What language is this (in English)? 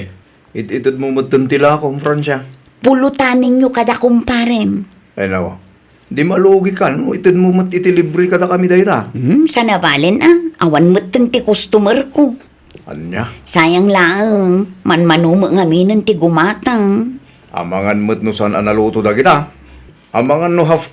Iloko